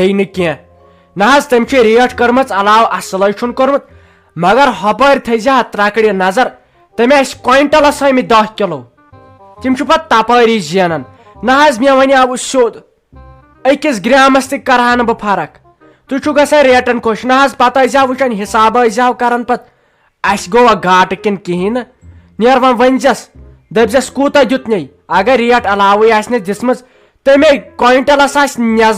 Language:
Kashmiri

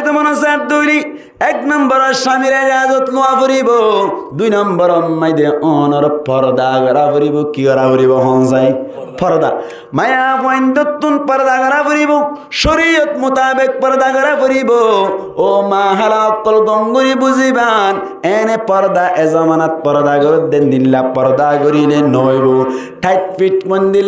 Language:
Rohingya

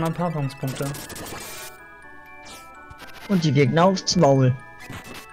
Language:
German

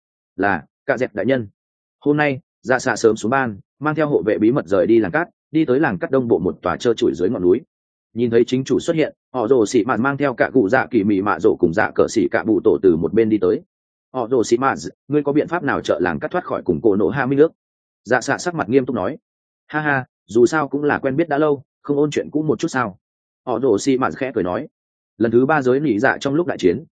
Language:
Vietnamese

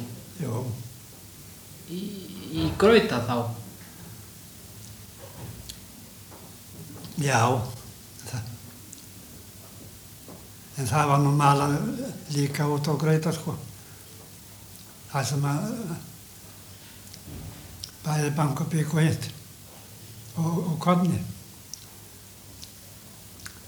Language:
Icelandic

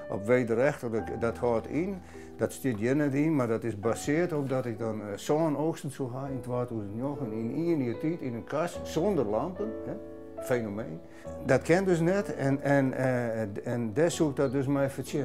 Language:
Western Frisian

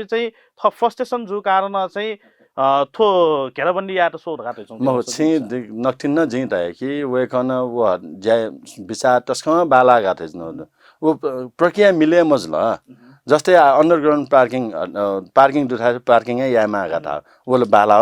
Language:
Newari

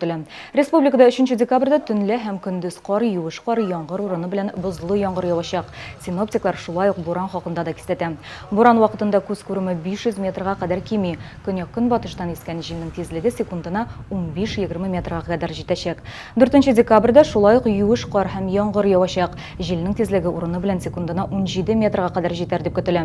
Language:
Tatar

